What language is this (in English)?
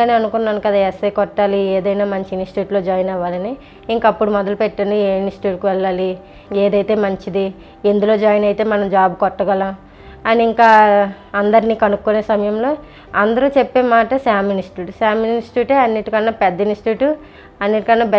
Telugu